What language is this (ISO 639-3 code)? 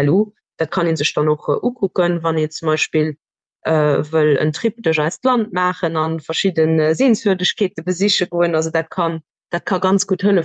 ltz